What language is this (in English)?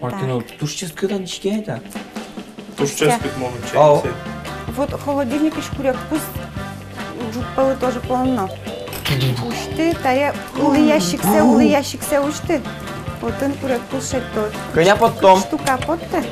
Udmurt